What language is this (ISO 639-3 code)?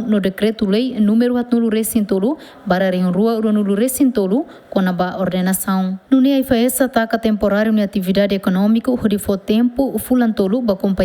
tet